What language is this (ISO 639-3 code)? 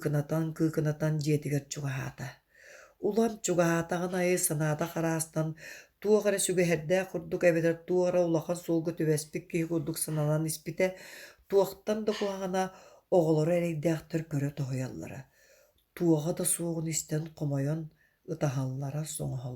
sah